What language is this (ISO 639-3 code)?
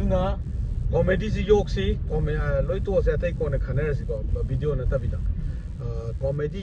mni